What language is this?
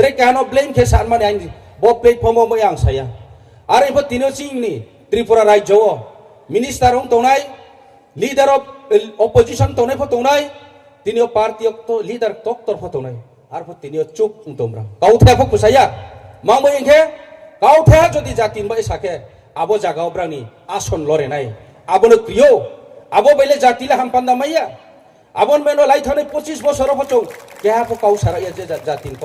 Riang (India)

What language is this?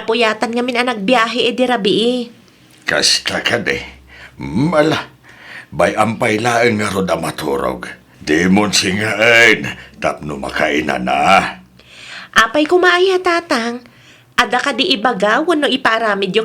Iloko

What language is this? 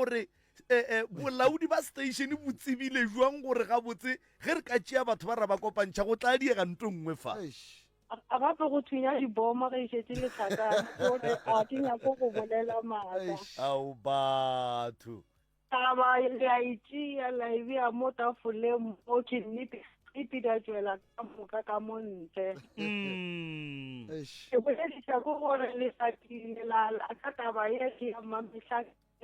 Northern Sotho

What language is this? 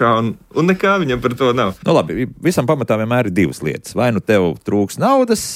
Latvian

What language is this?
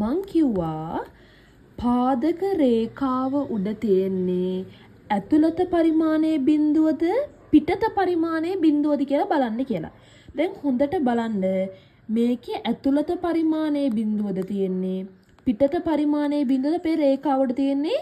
Sinhala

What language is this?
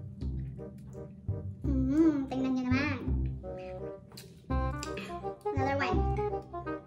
Filipino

